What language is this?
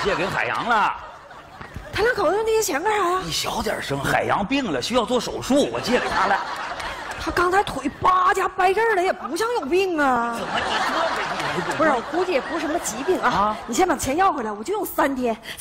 Chinese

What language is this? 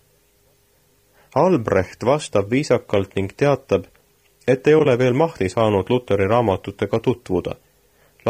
Estonian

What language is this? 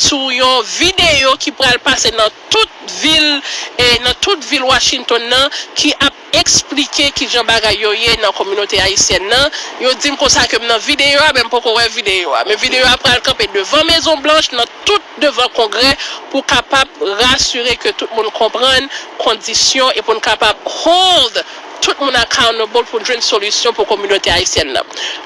Haitian Creole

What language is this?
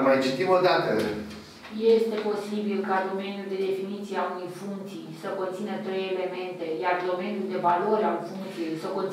Romanian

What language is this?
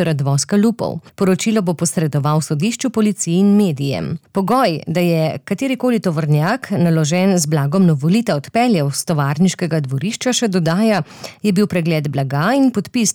Slovenian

